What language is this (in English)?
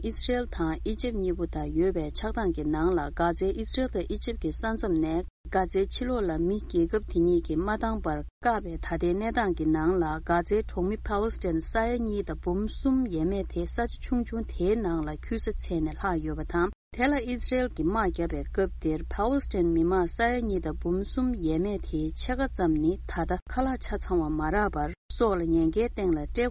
Tibetan